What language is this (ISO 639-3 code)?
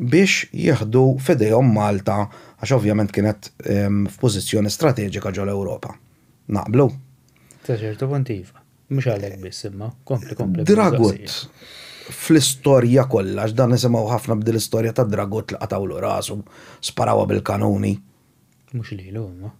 mlt